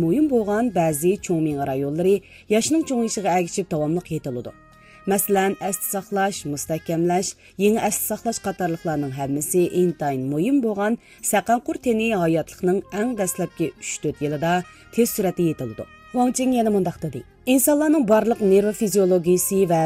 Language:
Uyghur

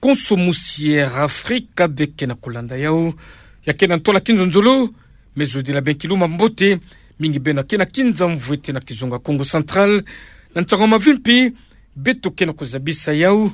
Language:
Kituba (Democratic Republic of Congo)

